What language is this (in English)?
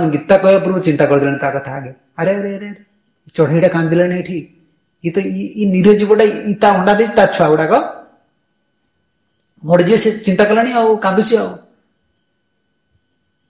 Odia